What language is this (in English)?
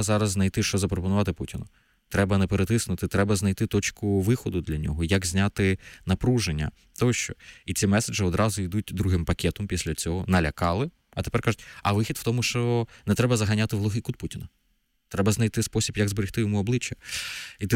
Ukrainian